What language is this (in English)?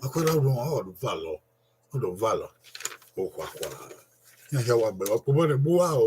Bini